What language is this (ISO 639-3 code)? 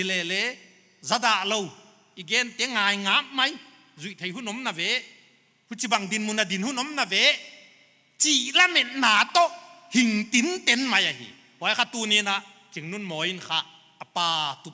pck